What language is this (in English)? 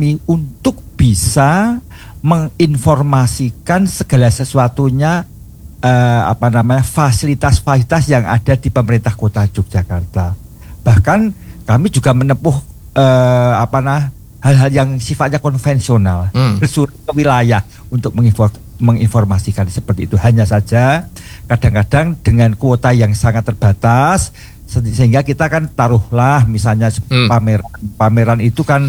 Indonesian